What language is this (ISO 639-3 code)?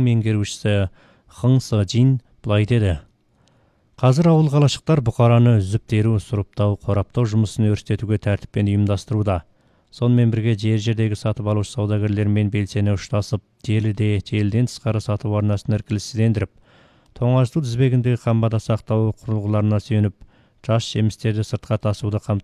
kaz